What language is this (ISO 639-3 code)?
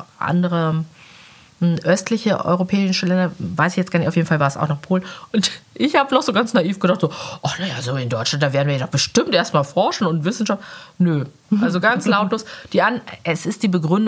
deu